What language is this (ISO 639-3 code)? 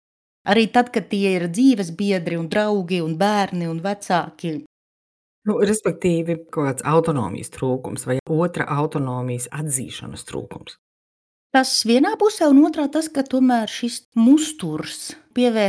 lav